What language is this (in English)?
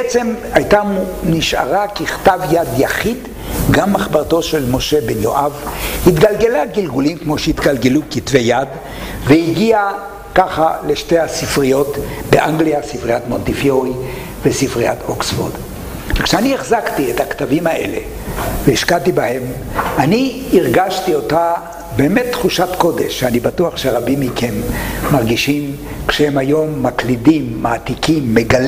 Hebrew